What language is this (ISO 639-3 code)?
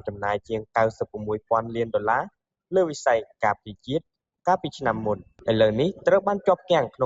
khm